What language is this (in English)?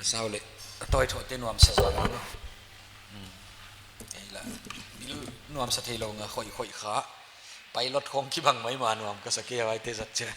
Paite Chin